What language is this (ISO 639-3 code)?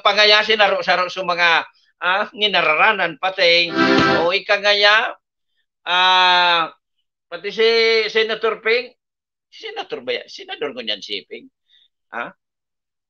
bik